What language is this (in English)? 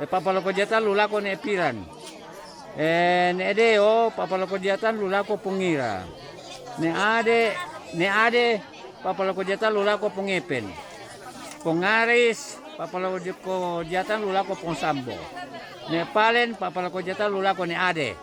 Toraja-Sa'dan